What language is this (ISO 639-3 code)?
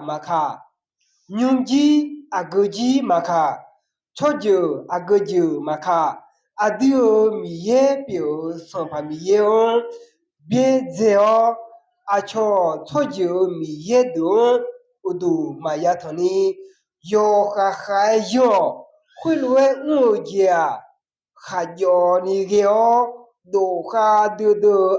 ahk